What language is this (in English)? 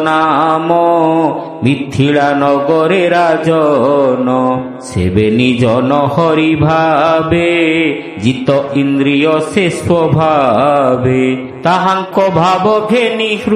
Odia